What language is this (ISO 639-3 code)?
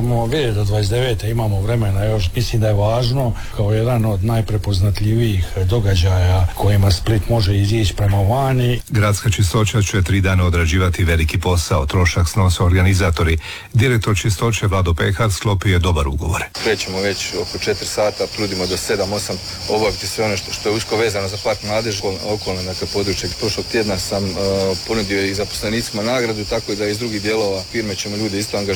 hrv